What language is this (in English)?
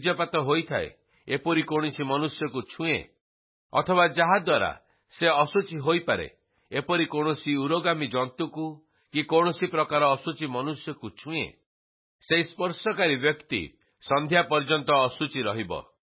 Odia